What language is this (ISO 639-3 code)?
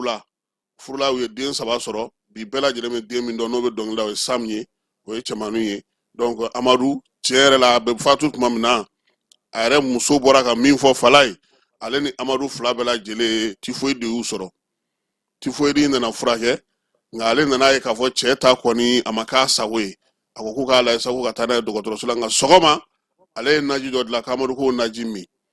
bam